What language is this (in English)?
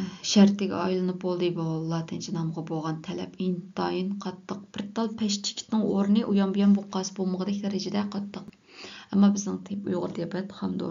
Uyghur